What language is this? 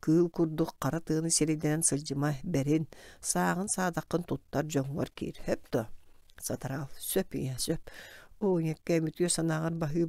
Yakut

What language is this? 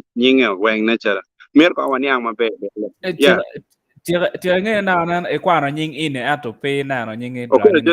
Acoli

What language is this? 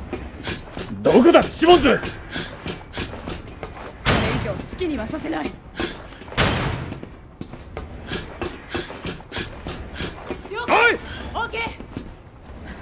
Japanese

